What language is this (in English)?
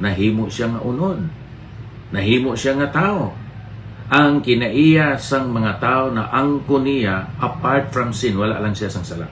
Hiligaynon